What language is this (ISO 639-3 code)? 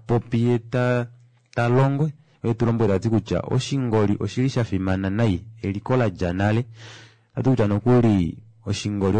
kua